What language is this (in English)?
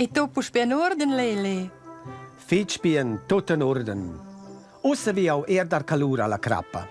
Romansh